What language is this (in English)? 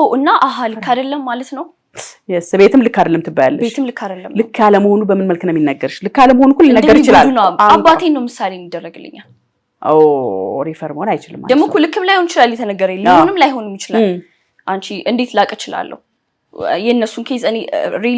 Amharic